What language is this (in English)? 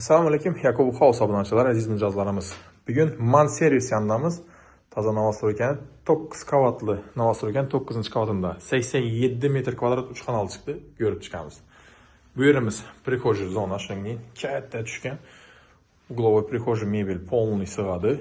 Uzbek